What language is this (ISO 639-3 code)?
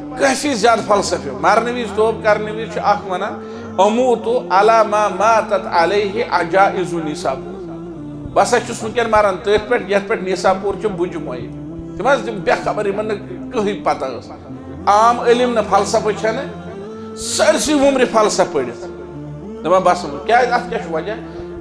kas